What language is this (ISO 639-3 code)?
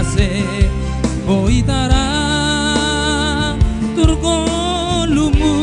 bts